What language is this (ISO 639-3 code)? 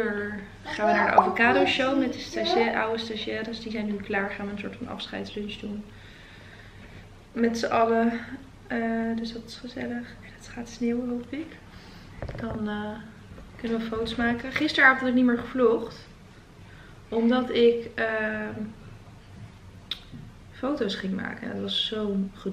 nld